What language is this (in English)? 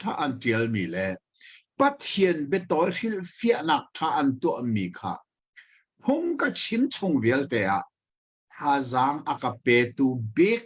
Hakha Chin